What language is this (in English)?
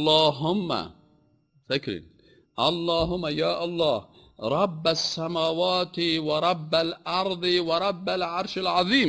Persian